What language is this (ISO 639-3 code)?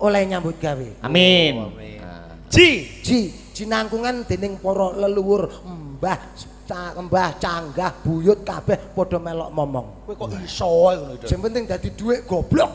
jav